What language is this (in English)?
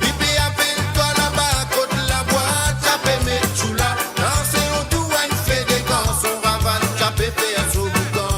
Morisyen